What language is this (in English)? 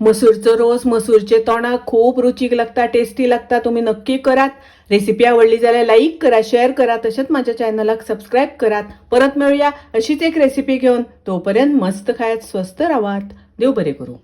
Konkani